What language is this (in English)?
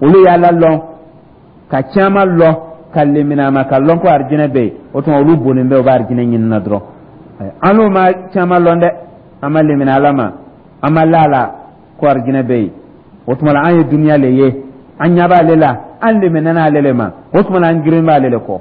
Dyula